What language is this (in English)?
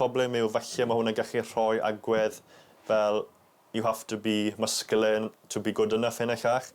Welsh